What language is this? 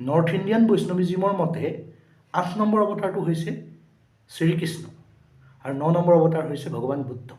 Assamese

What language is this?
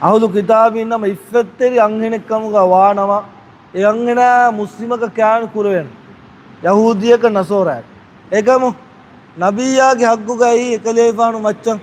Divehi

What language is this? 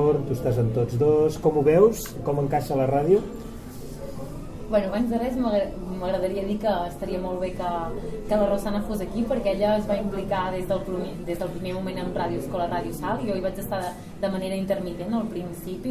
Catalan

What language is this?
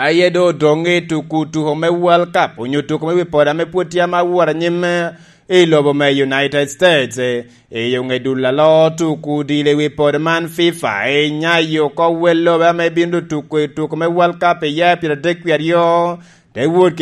Lango (Uganda)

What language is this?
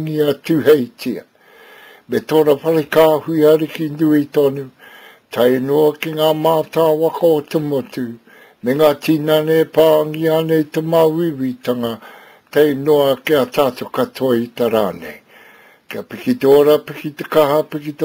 Māori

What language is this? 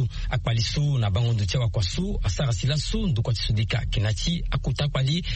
Sango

